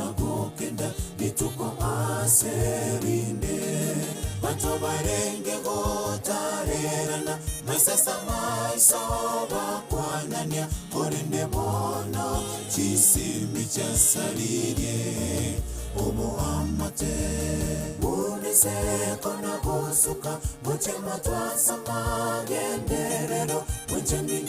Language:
Gusii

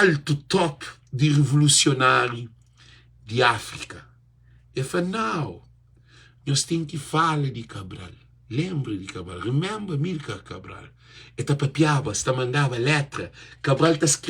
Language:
Kabuverdianu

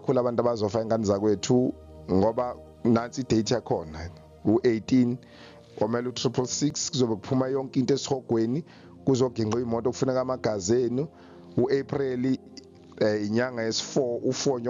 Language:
Zulu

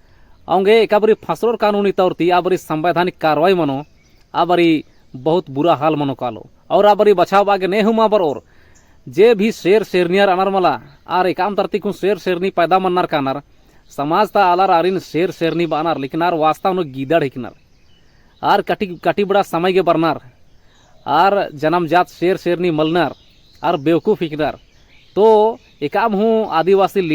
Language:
Kurukh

